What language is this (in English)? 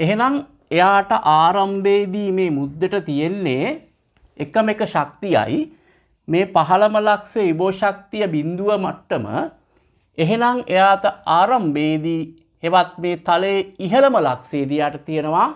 Sinhala